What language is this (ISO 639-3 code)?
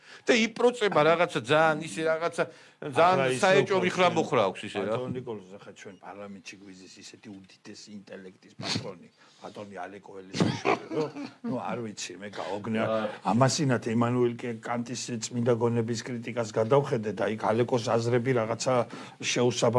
kat